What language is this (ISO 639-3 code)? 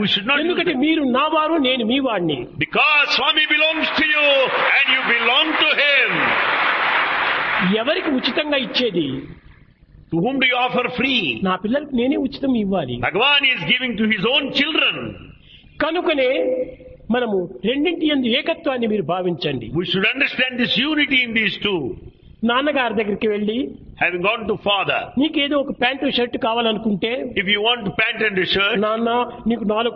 tel